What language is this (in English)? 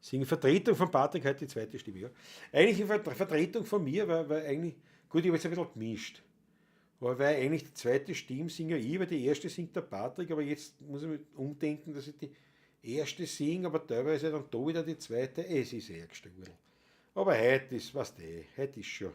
Bavarian